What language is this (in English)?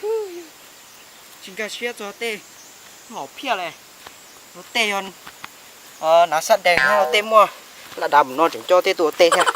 Hmong